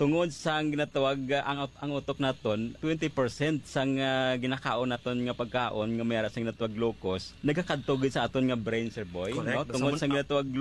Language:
Hiligaynon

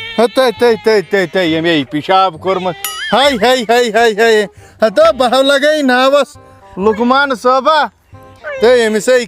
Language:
Kashmiri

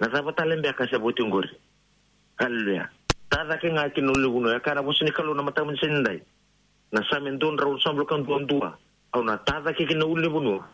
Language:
Fijian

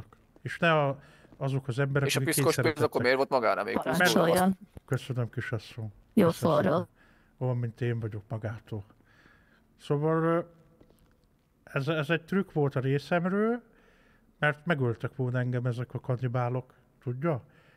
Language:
Hungarian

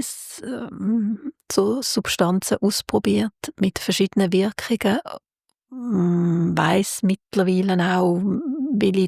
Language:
Swiss German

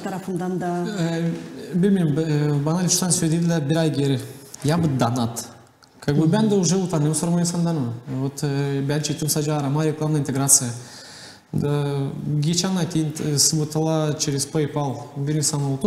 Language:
Gagauz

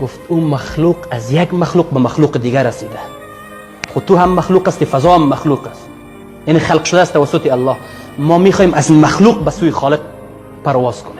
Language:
Persian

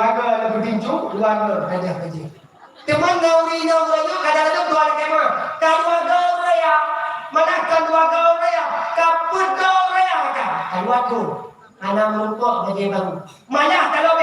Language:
Achinese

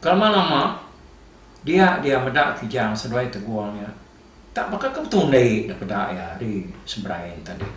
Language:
Iban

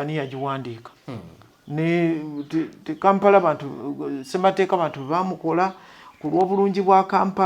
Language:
Ganda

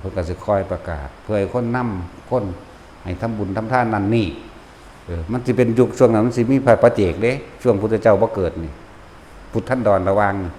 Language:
Northeastern Thai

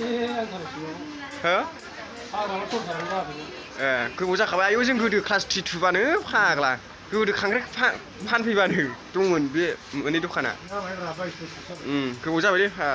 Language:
Bodo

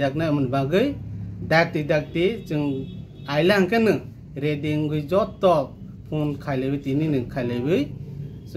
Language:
Kok Borok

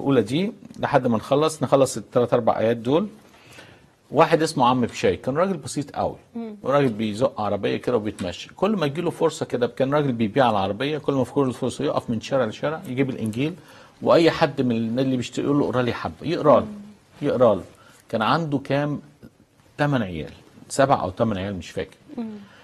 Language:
Egyptian Arabic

